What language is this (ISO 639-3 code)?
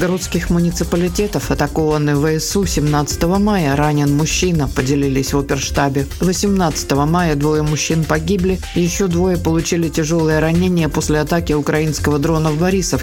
rus